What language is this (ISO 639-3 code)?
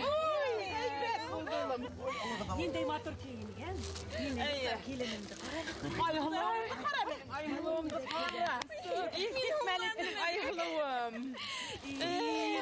bak